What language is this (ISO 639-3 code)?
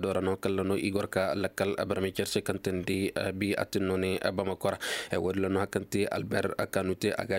ses